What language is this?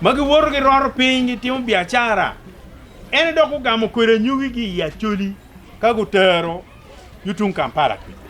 Acoli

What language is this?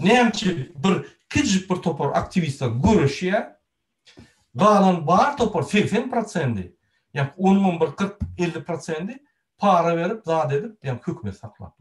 Turkmen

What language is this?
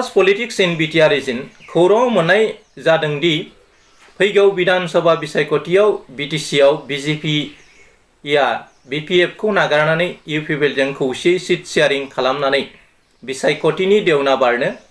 Bodo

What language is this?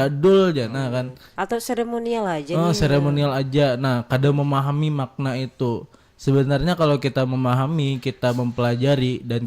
Banjar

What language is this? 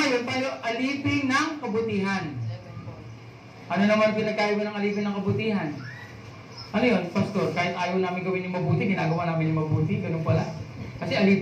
Filipino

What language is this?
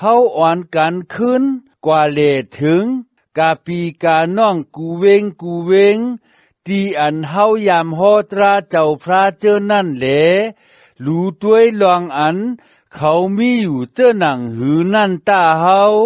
Shan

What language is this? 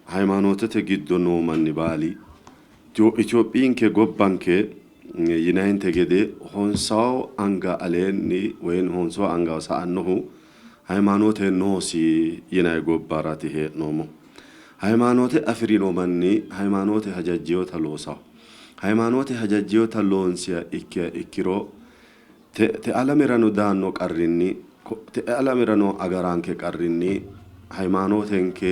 Sidamo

